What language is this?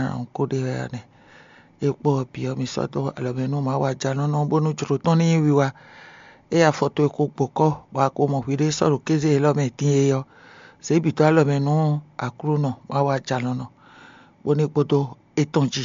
Fon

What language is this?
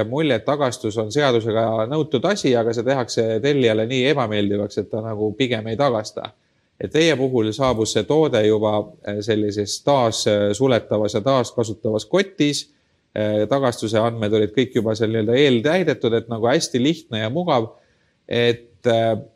Estonian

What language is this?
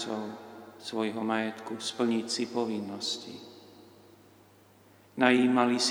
Slovak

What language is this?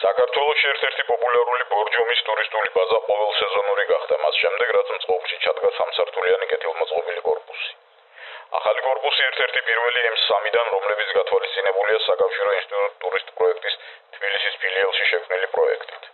Georgian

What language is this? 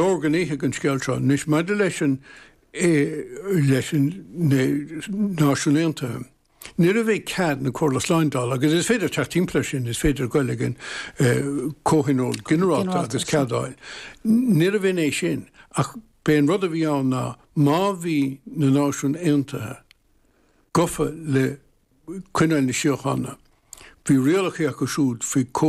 Irish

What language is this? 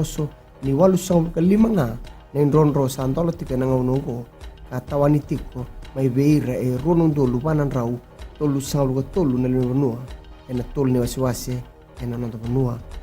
Fijian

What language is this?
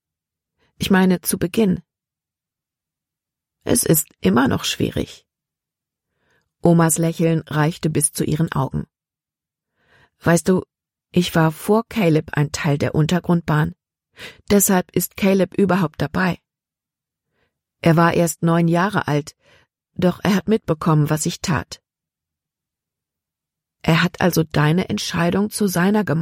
German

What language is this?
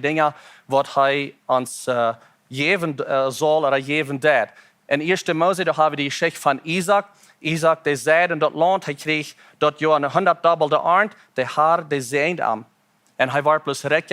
Plautdietsch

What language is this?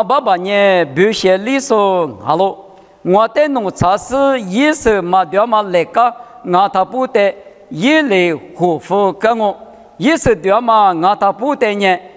Lisu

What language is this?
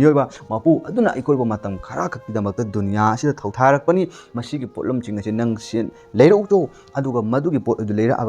Manipuri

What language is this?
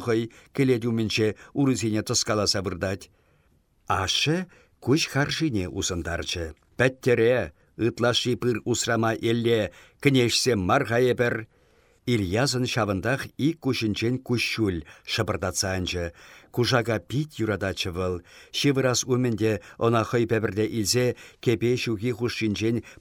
Chuvash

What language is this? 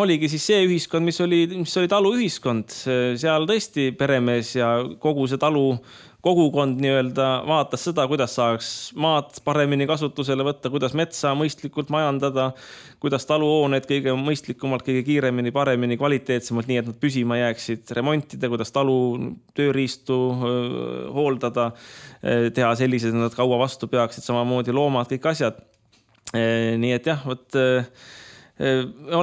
Estonian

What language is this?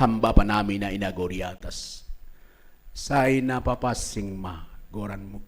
Batak Simalungun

